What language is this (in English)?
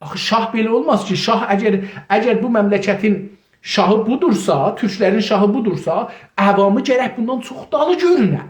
South Azerbaijani